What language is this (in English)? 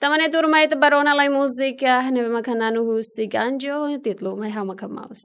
Tetum